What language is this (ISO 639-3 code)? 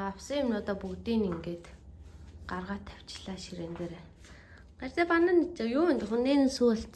mon